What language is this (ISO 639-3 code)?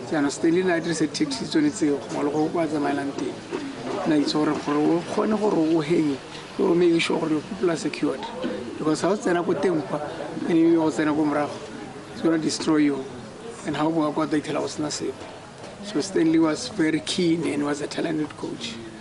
tsn